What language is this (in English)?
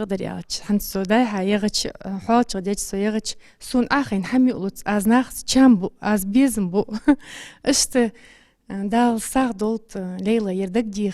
Ingush